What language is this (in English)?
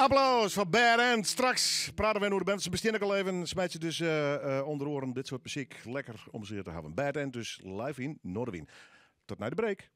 Western Frisian